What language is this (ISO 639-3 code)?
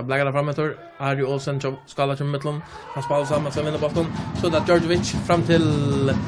fao